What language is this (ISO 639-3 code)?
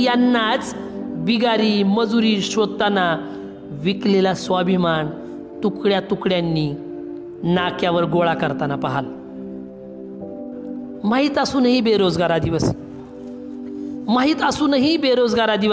mar